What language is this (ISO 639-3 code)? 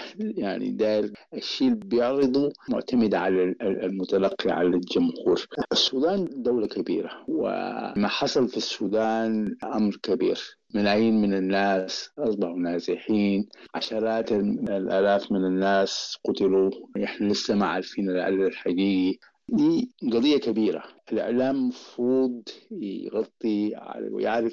apd